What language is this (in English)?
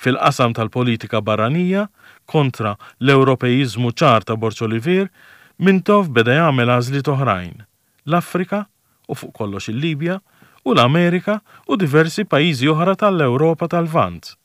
Maltese